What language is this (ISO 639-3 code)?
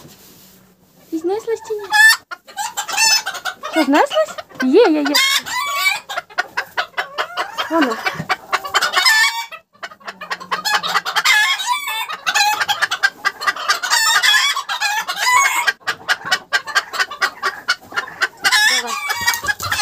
ukr